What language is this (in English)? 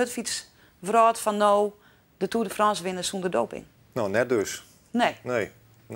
Western Frisian